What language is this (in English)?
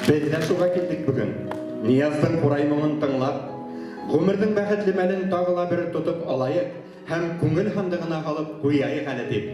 Bashkir